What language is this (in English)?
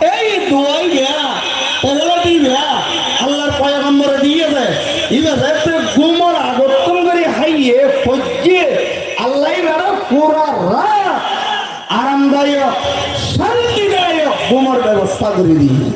Rohingya